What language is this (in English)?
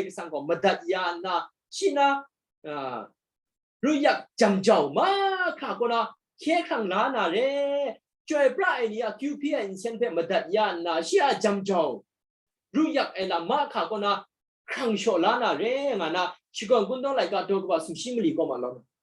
Kachin